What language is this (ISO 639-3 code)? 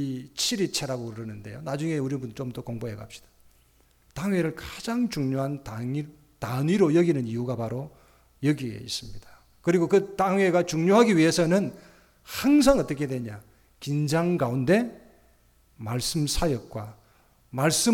kor